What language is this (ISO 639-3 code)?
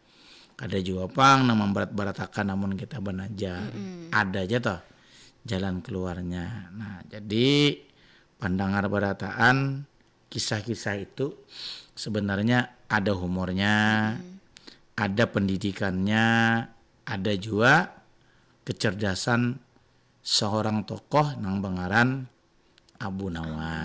bjn